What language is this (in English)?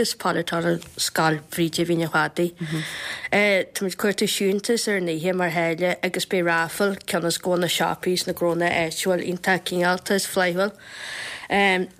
Irish